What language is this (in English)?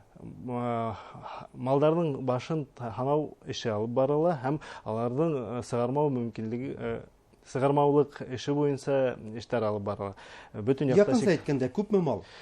Bashkir